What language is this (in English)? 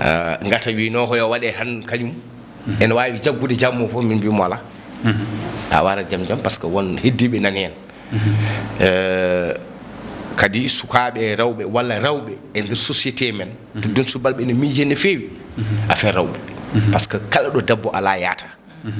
Fula